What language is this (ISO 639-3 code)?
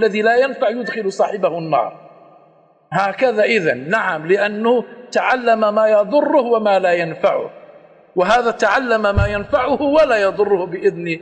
ara